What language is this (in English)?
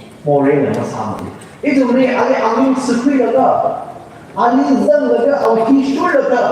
Tangkhul Naga (India)